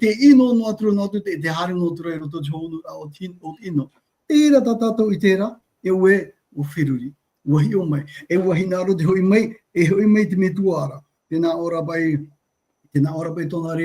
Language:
Tahitian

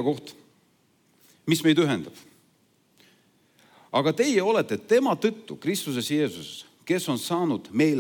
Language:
Estonian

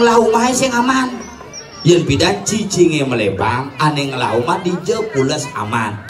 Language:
Indonesian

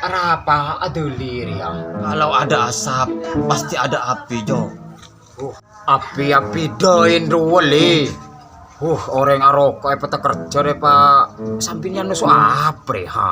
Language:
Madurese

